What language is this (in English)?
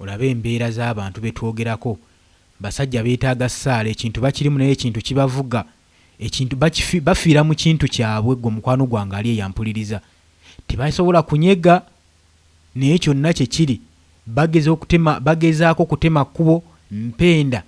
Ganda